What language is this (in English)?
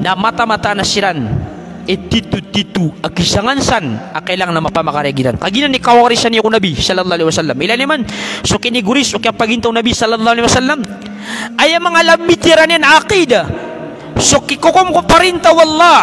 Maranao